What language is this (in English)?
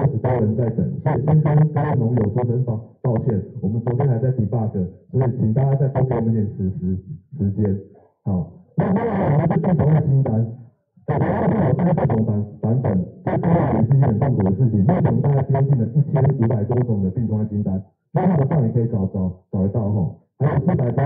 Chinese